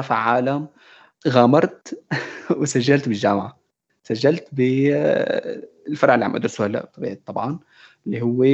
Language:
North Levantine Arabic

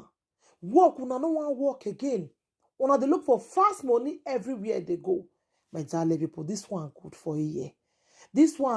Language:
Nigerian Pidgin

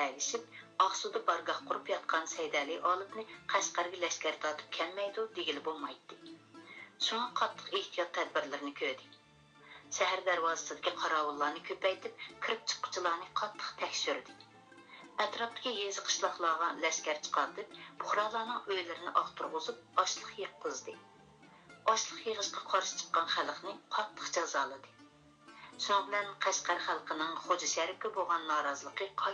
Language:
Uyghur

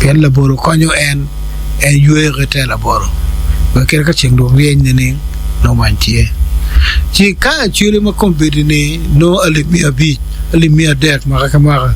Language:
Acoli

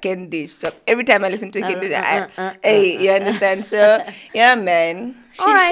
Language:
English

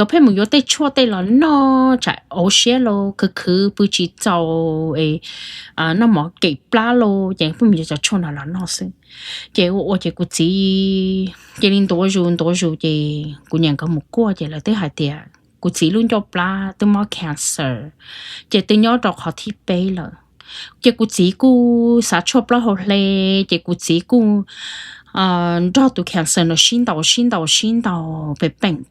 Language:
Hmong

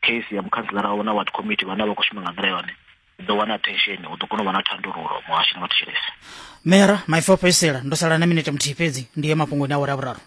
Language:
Venda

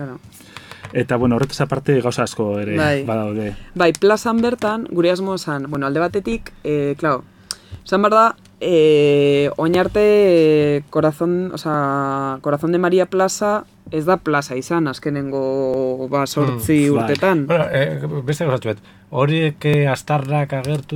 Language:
Basque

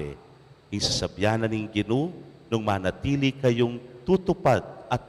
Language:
Pampanga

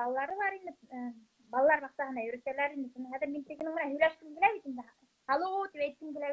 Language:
Bashkir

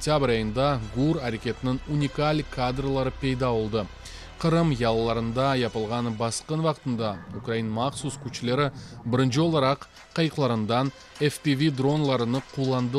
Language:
Crimean Tatar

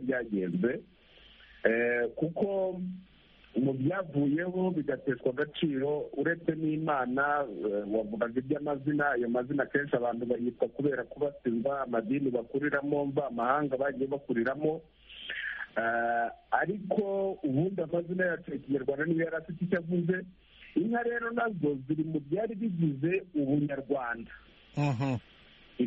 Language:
Kinyarwanda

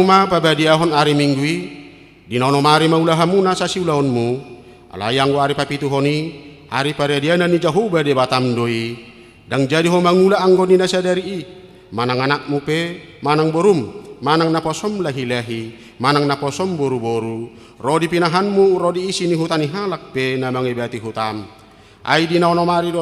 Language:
Batak Toba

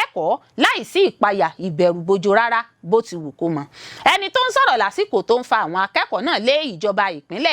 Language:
Yoruba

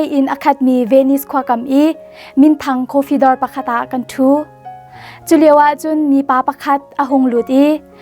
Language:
Hakha Chin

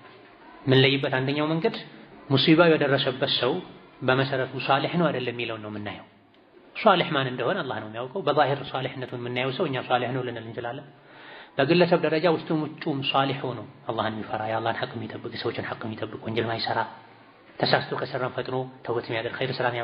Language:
Amharic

